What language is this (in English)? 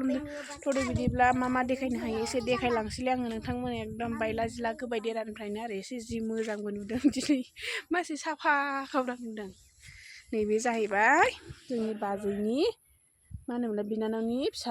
Bodo